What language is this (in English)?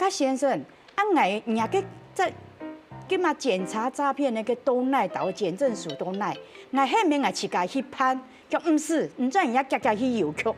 Hakka Chinese